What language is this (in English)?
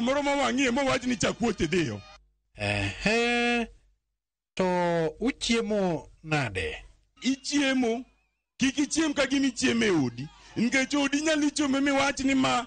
Luo (Kenya and Tanzania)